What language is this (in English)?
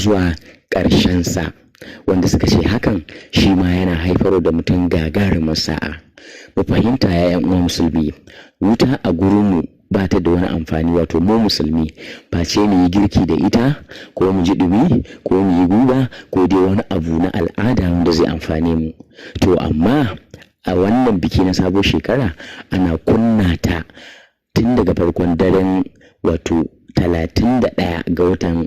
Hausa